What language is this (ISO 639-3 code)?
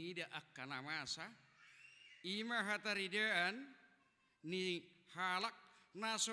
bbc